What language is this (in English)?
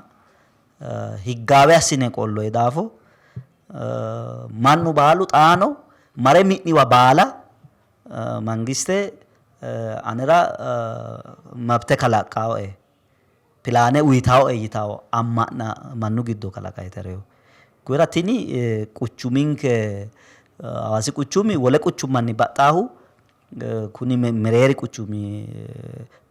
Sidamo